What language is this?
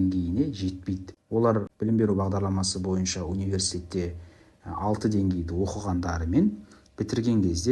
Kazakh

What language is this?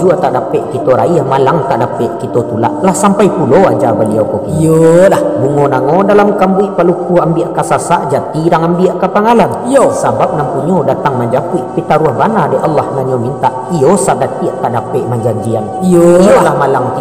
Minangkabau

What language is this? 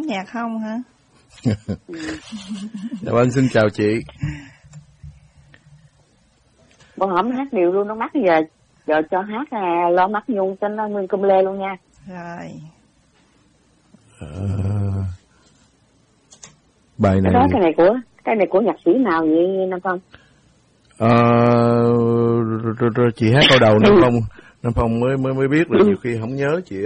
Vietnamese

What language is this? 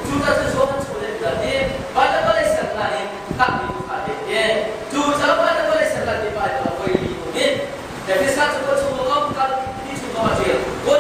Hakha Chin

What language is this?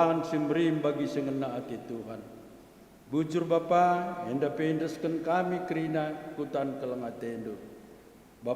Batak Karo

